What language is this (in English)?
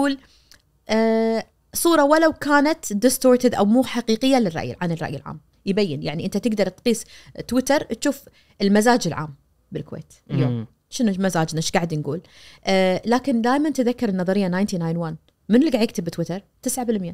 Najdi Arabic